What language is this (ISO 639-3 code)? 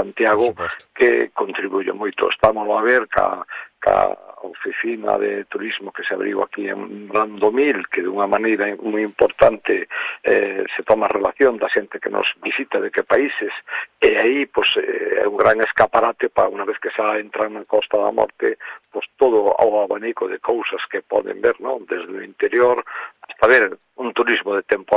glg